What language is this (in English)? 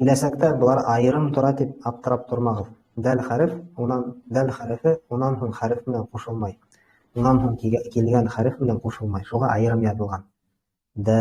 Bashkir